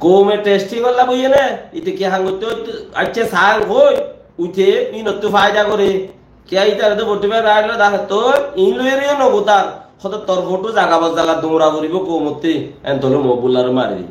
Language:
Rohingya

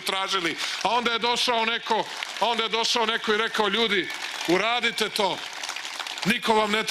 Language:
Serbian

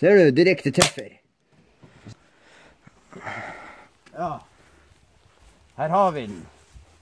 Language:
Norwegian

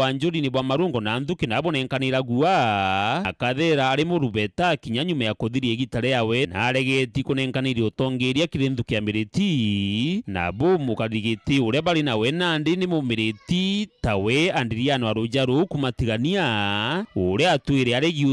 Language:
Meru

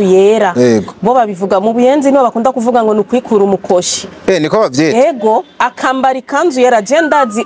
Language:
Rundi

